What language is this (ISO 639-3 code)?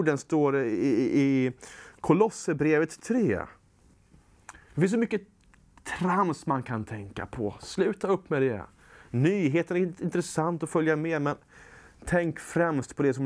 swe